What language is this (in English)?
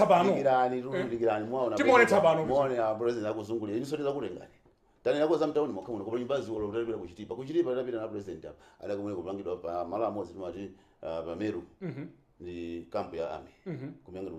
Nyanja